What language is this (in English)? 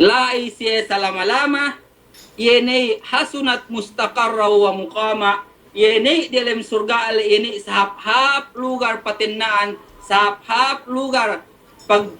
Yakan